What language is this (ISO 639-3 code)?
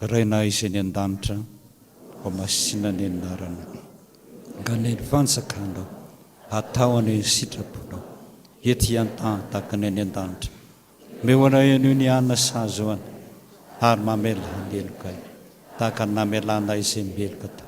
mlg